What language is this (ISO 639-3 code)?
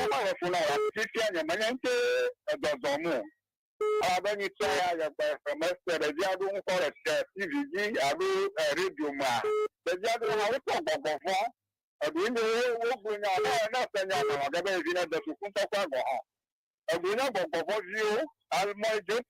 ewe